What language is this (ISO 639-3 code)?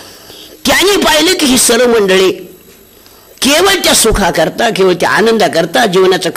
mar